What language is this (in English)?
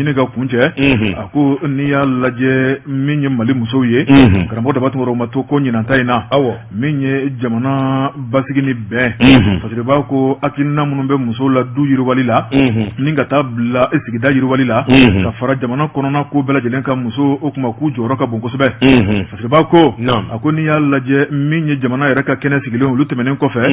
Bambara